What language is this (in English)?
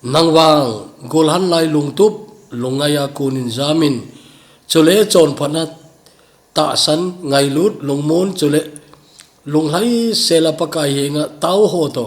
Thado Chin